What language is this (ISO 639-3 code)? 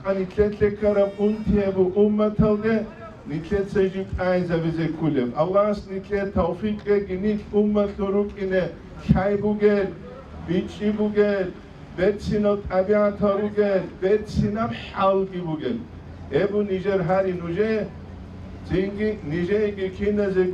ava